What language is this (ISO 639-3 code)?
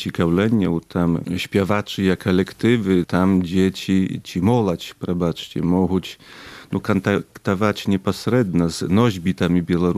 bel